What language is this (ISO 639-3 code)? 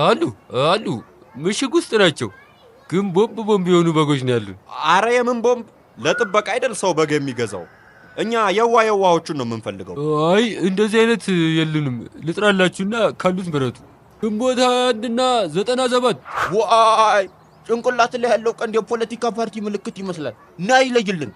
amh